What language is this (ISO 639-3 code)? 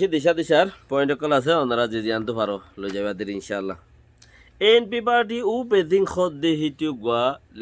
rhg